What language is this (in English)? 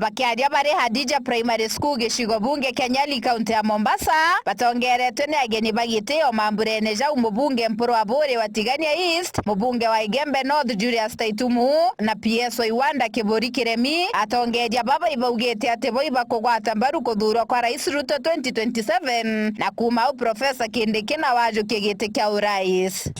Meru